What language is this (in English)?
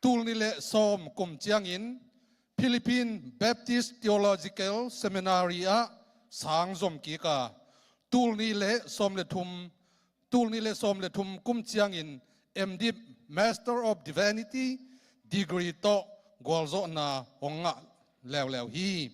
Tedim Chin